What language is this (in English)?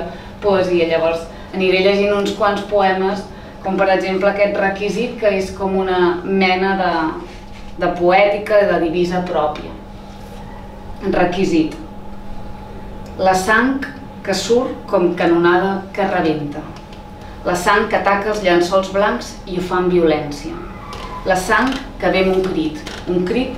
Catalan